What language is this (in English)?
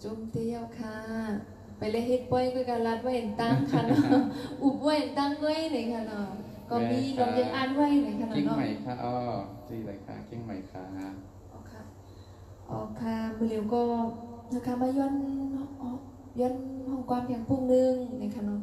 Shan